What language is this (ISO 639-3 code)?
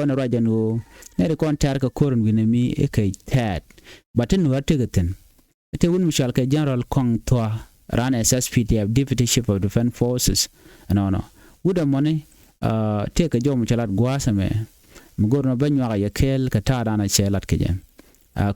nus